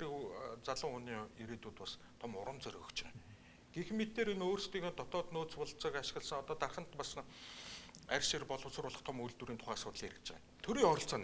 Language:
Mongolian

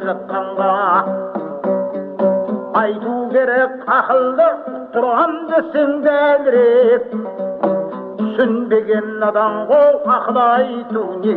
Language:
Kazakh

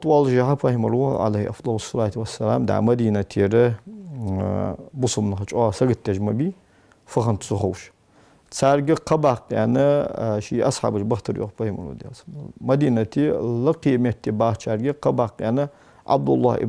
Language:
Ingush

